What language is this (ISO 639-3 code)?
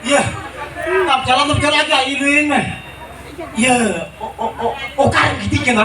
sat